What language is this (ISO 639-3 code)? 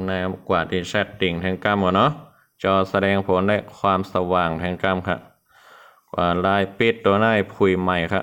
shn